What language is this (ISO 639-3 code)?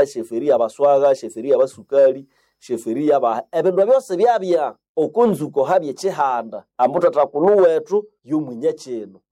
nnb